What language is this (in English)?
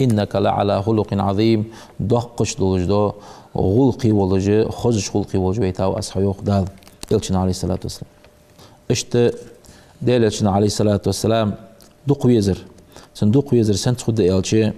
Ingush